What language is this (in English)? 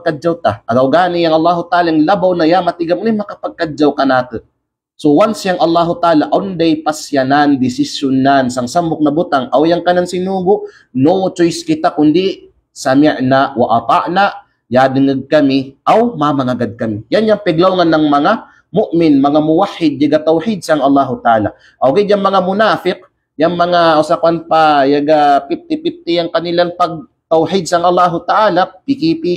Kalagan